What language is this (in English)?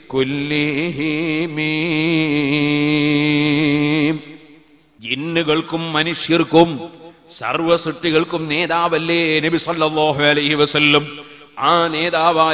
Malayalam